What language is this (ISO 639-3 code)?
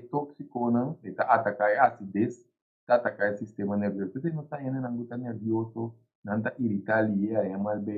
pap